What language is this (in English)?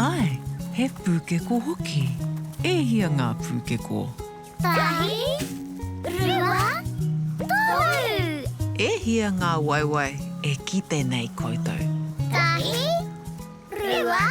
Māori